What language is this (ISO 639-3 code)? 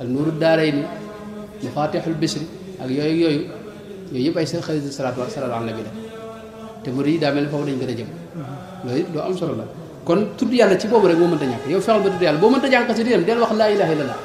wol